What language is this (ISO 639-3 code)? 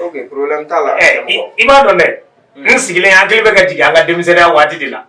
bam